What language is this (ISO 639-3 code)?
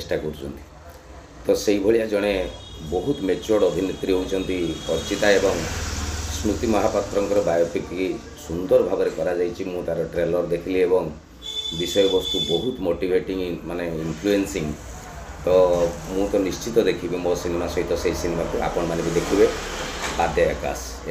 ori